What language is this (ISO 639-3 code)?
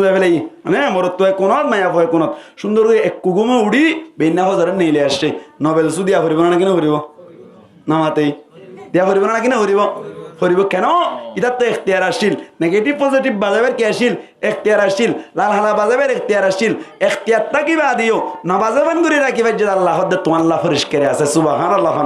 rhg